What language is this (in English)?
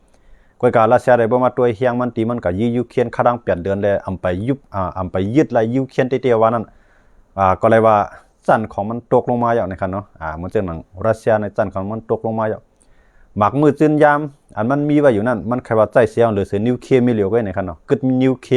Shan